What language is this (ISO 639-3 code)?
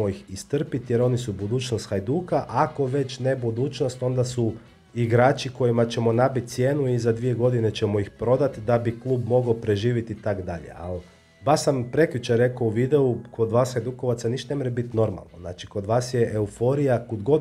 hrv